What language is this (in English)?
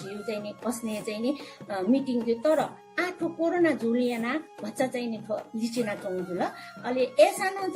Newari